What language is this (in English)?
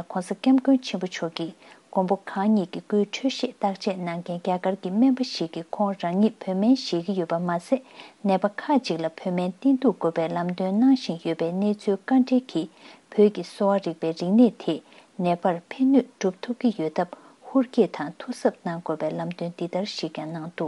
Tibetan